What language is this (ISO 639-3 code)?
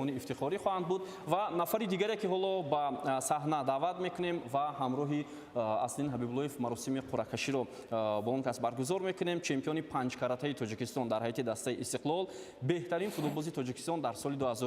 tgk